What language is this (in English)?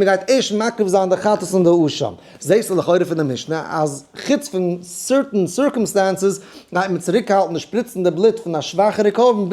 Yiddish